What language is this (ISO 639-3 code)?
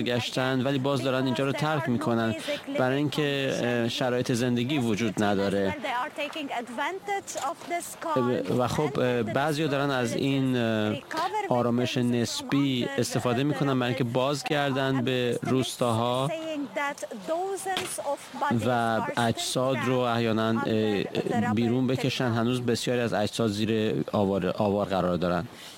fas